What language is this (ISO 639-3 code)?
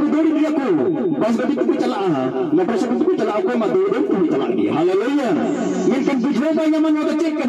sat